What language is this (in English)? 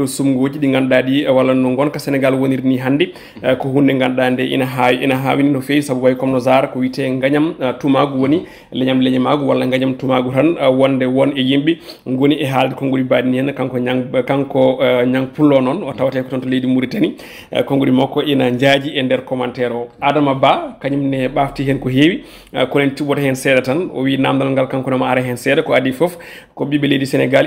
Fula